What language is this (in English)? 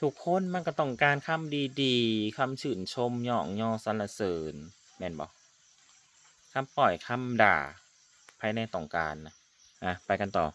Northeastern Thai